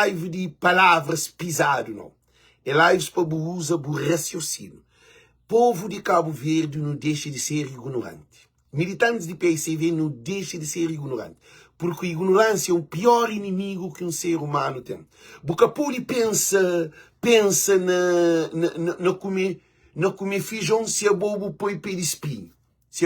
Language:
Kabuverdianu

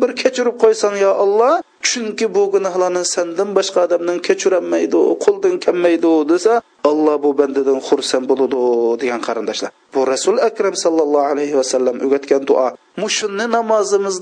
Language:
Uyghur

